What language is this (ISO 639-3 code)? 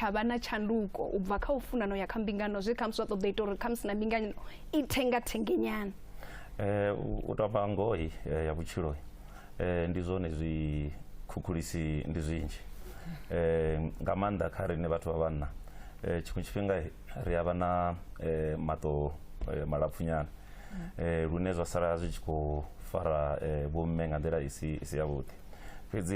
ven